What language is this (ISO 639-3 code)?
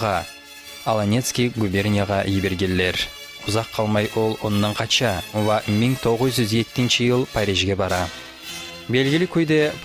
kum